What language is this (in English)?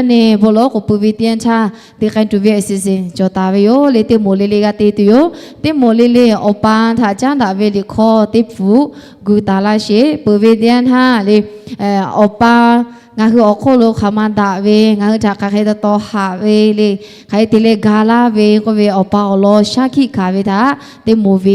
Lahu